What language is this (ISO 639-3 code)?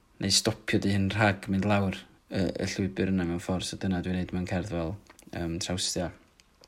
cym